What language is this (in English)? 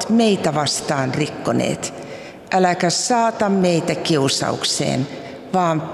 Finnish